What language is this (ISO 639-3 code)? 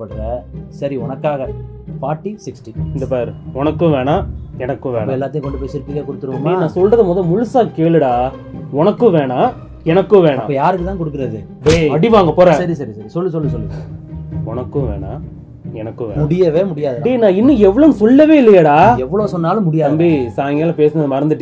tam